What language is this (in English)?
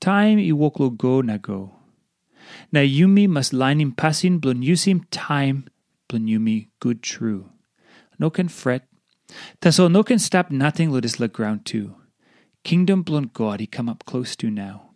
Tok Pisin